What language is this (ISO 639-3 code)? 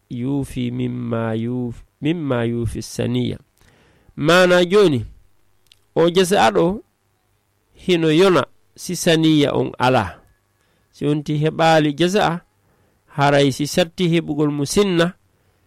ful